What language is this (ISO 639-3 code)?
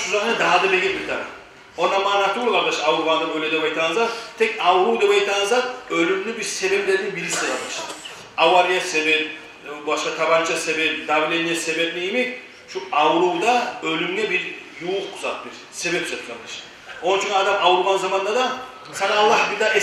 kum